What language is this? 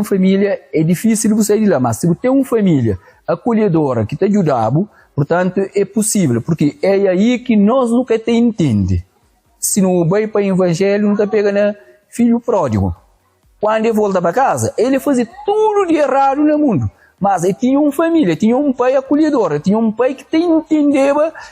Kabuverdianu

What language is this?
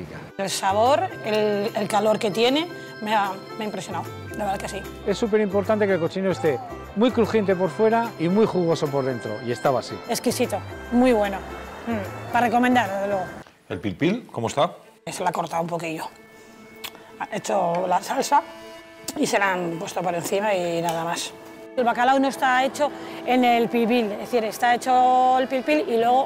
Spanish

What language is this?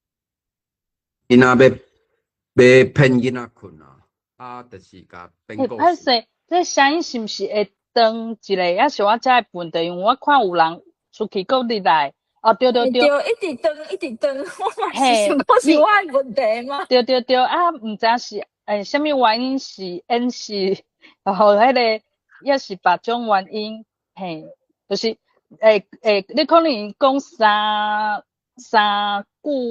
Min Nan Chinese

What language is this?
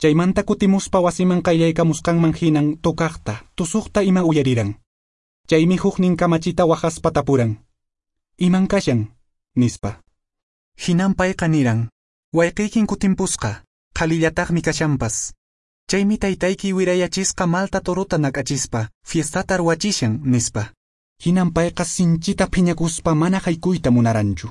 Quechua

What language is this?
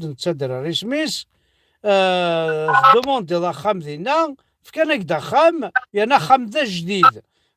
Kabyle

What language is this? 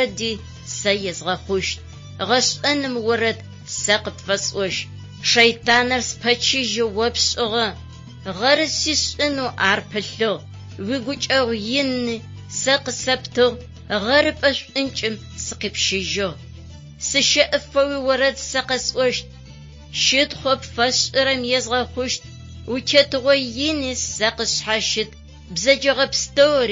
Adyghe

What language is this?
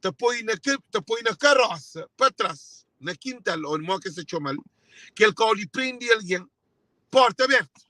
Kabuverdianu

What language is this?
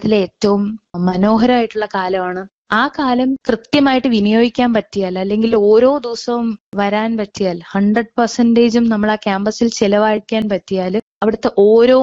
Malayalam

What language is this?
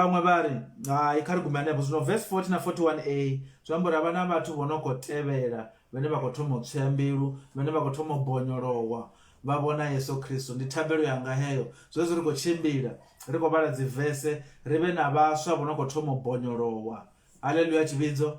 Venda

